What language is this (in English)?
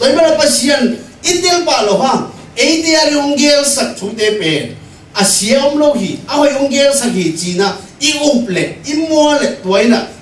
Tedim Chin